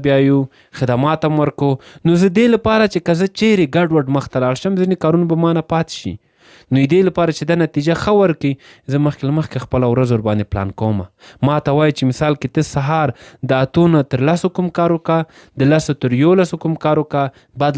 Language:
Pashto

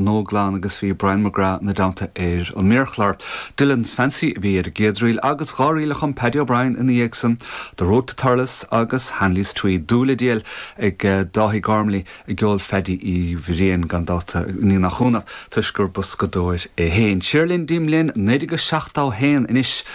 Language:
Irish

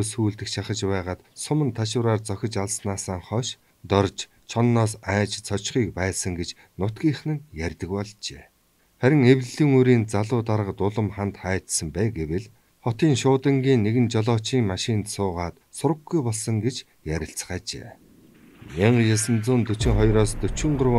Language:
Mongolian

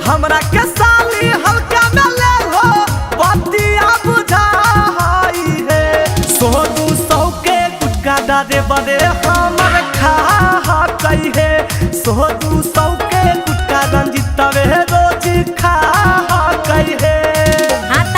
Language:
Magahi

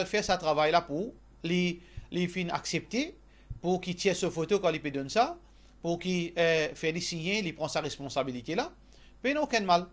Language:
Morisyen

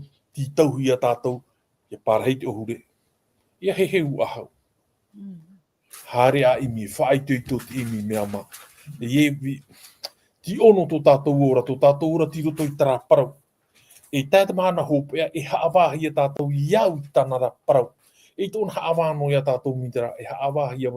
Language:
Tahitian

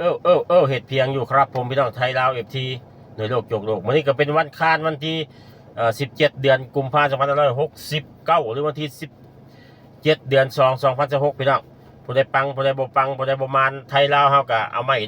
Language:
Northeastern Thai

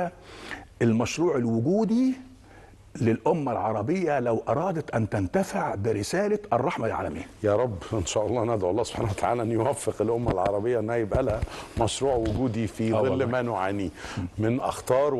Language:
Egyptian Arabic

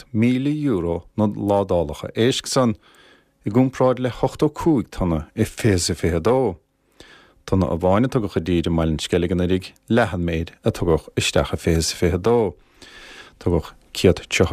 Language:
Irish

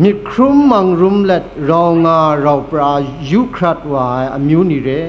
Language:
Kachin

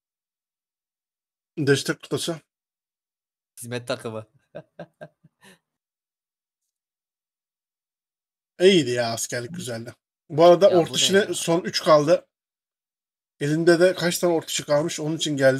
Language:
Turkish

